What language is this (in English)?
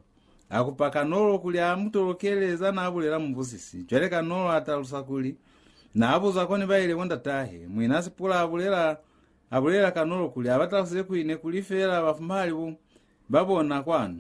Lozi